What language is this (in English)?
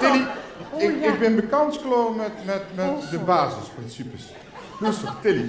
Limburgish